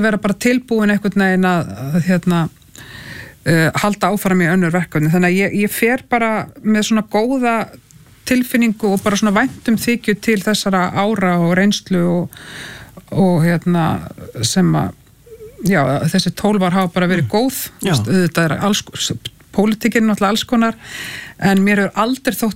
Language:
Icelandic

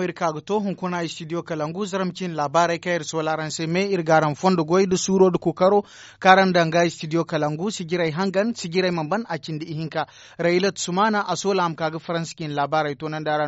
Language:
Zarma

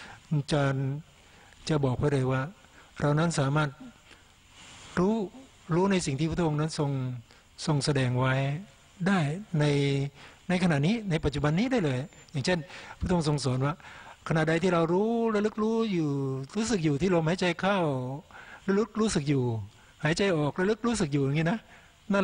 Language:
Thai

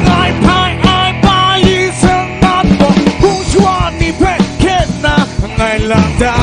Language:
Kachin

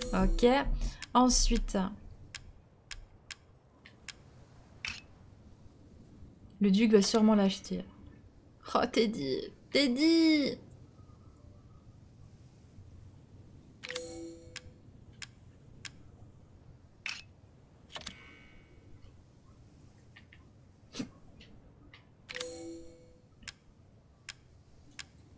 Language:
French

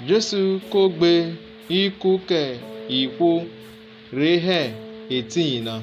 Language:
Urhobo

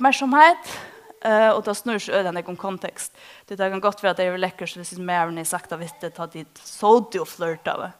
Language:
Faroese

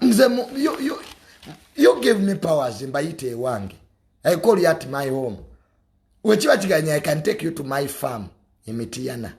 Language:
Ganda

